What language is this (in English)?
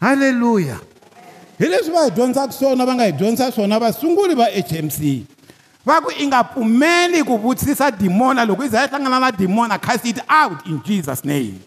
Tsonga